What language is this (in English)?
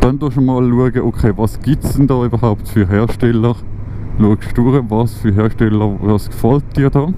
Swiss German